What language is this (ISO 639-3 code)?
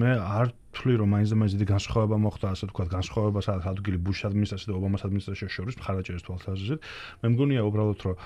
kat